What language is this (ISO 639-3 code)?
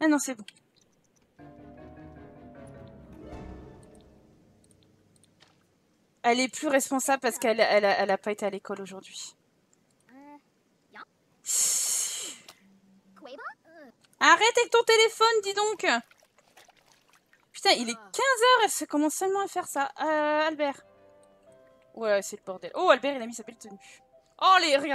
fra